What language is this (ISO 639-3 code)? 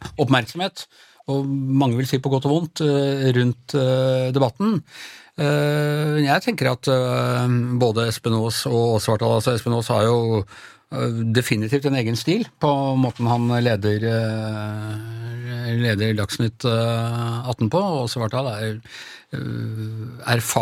nor